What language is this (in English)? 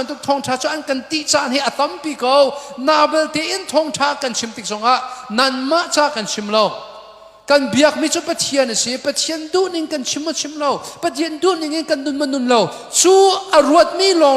Hakha Chin